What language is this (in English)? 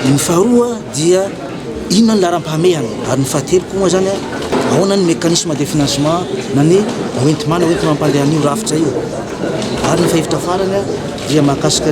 Malagasy